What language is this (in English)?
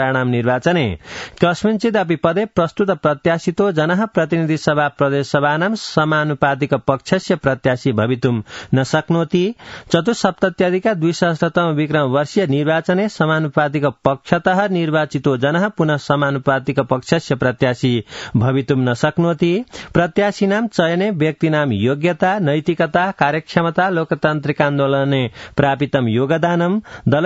Sanskrit